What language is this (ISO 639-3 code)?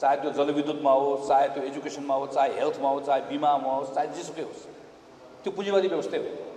nep